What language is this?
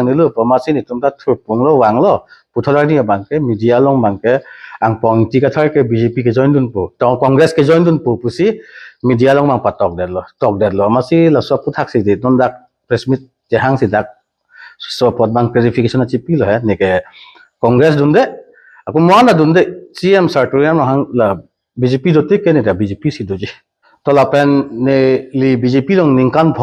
Karbi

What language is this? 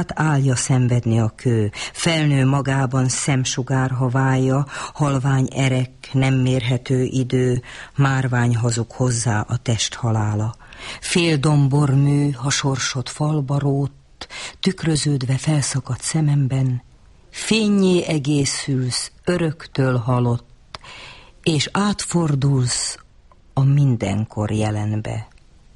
Hungarian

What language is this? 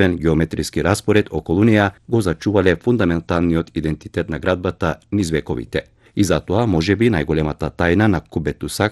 Macedonian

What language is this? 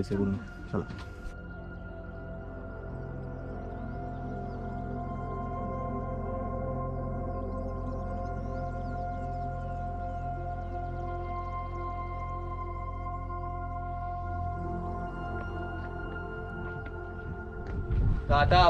Marathi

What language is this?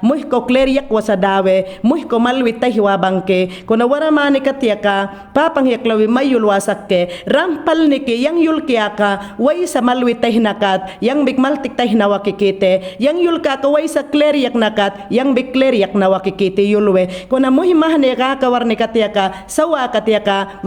Mayangna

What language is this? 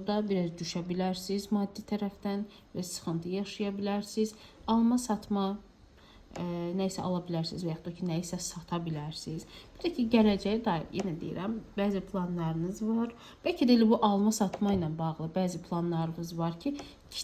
Azerbaijani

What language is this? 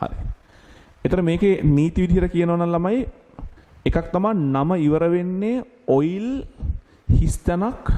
Sinhala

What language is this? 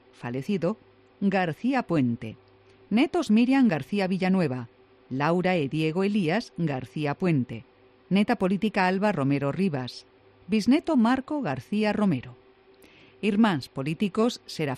Galician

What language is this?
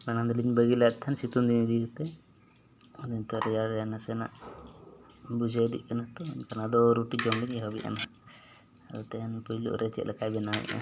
Santali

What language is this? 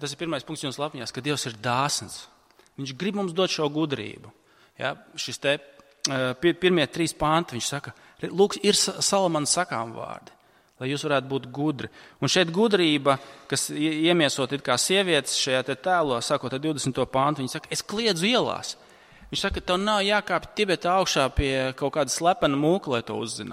Latvian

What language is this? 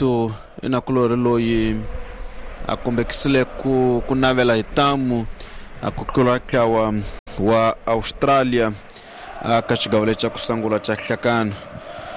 Tsonga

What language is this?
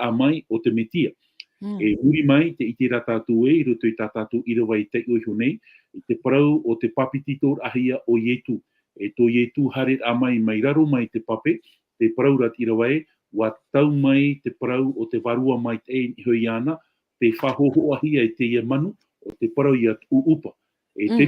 Tahitian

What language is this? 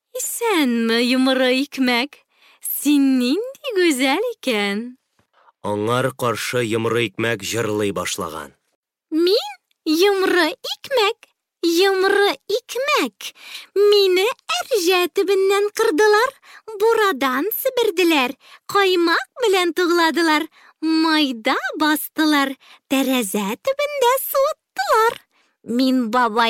Tatar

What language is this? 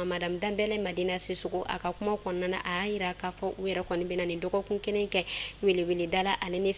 Bambara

